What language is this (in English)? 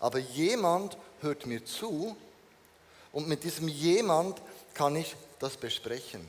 Swiss German